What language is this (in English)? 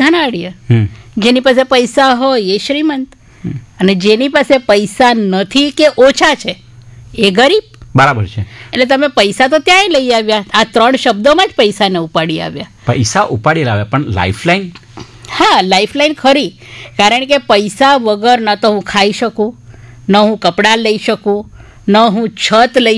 Gujarati